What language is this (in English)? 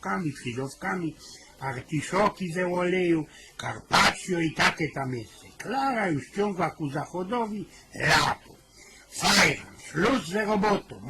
Silesian